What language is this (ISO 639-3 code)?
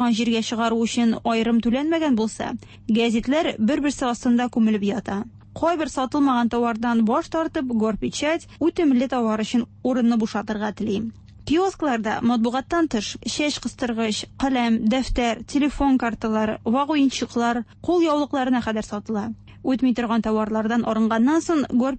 tat